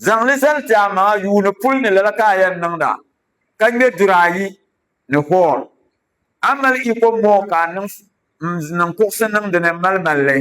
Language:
Dagbani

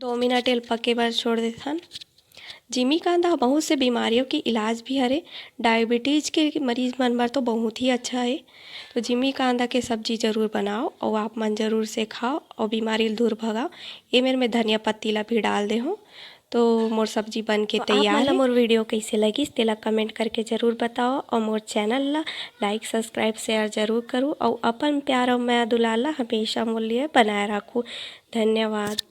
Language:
Chhattisgarhi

